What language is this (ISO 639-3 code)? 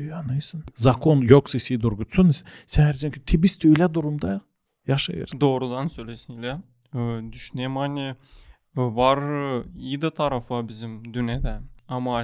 gag